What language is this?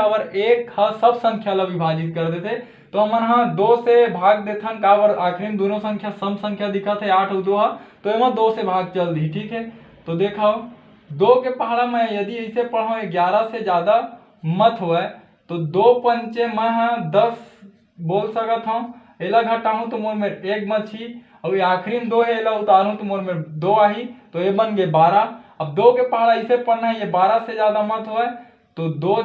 Chhattisgarhi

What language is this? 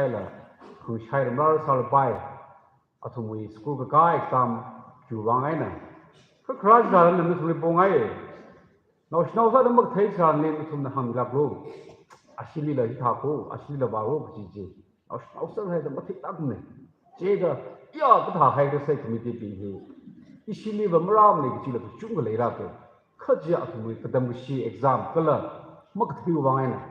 Tangkhul Naga (India)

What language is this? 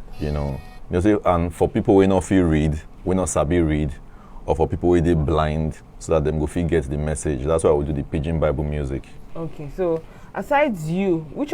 Nigerian Pidgin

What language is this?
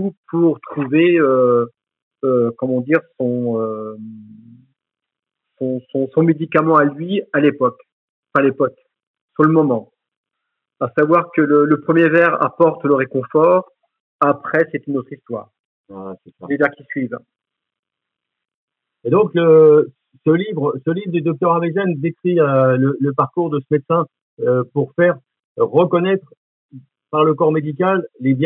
French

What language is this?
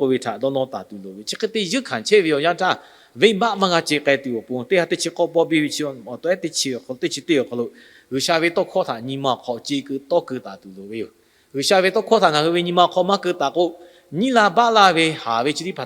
Lahu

